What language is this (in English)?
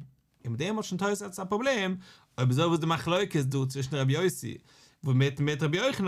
Yiddish